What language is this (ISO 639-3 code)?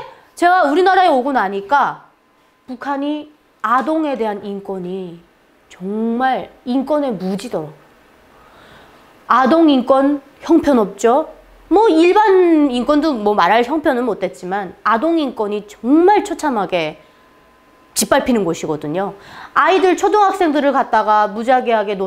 kor